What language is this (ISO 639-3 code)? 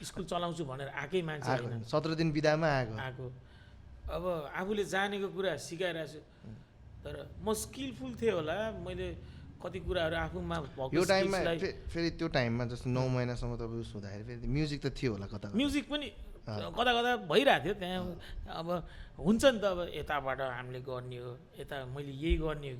nep